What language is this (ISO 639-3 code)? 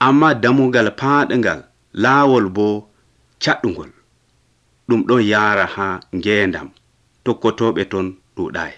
fuv